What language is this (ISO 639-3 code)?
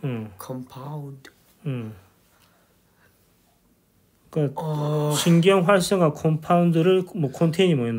kor